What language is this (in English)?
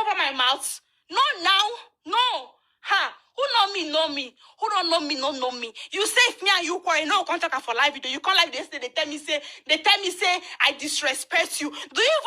Nigerian Pidgin